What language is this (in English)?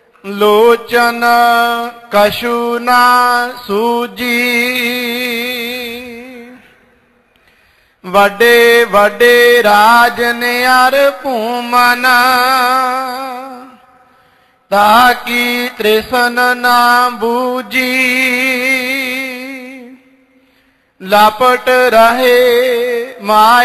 Punjabi